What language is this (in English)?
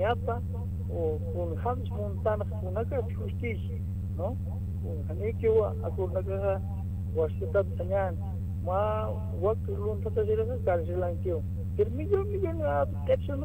Aymara